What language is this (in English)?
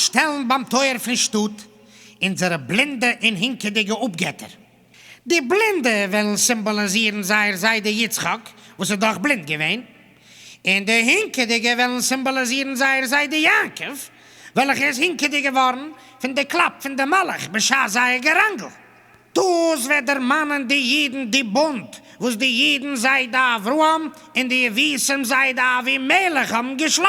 Yiddish